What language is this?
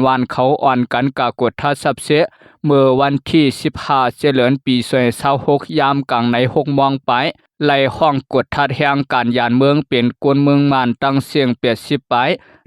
Shan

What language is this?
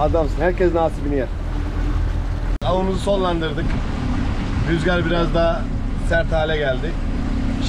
Turkish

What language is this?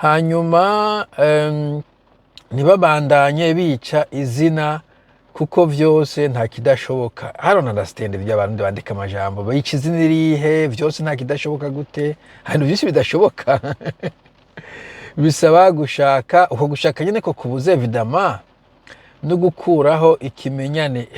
Rundi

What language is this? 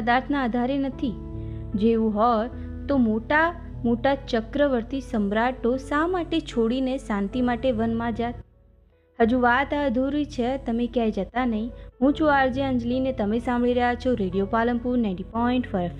Gujarati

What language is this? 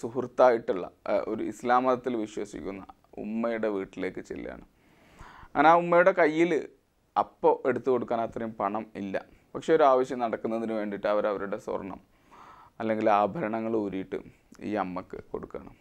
Malayalam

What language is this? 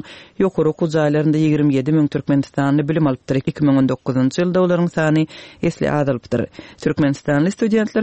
Turkmen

